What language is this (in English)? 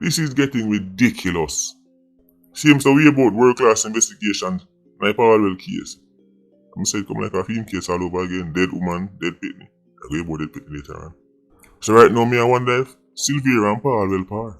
Jamaican Creole English